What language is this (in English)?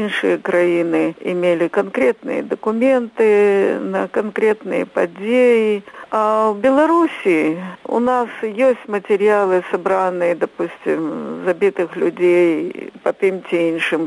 Belarusian